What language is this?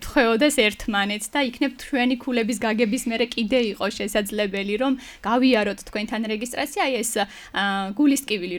Georgian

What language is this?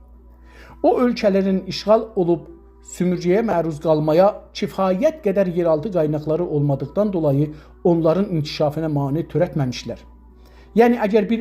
South Azerbaijani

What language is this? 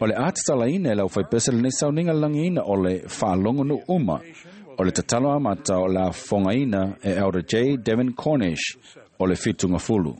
Samoan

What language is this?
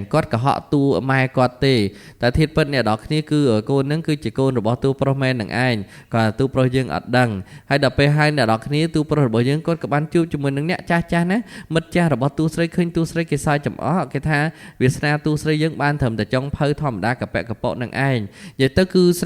Khmer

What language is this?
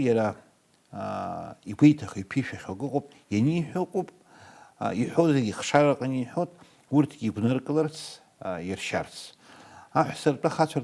Abkhazian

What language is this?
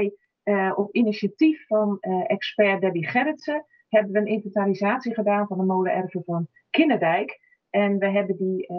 Dutch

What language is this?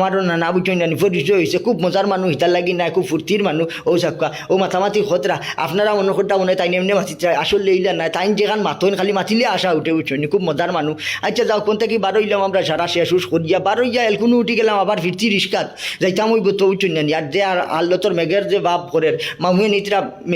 Sylheti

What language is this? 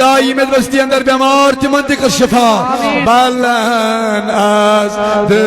Kashmiri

